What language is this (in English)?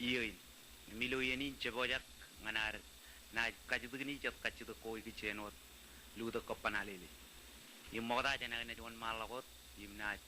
Marshallese